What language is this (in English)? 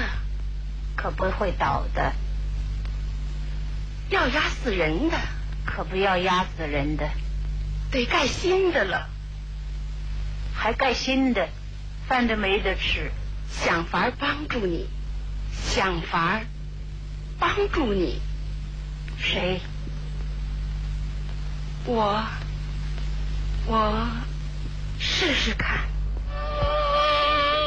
Chinese